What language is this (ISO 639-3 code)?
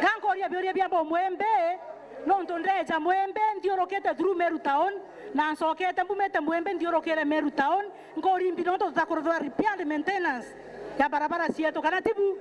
mer